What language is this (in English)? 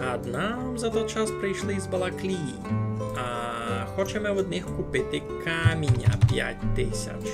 Rusyn